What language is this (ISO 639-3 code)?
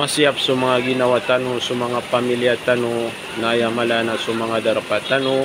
mrw